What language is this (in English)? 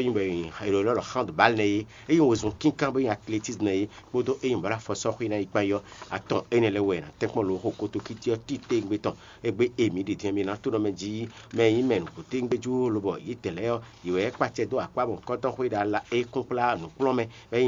Fon